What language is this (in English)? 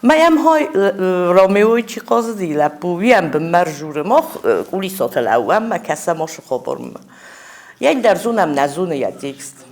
Ossetic